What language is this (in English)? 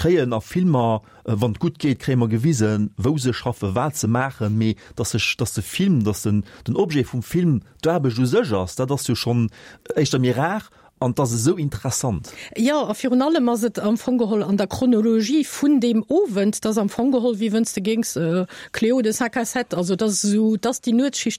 Luxembourgish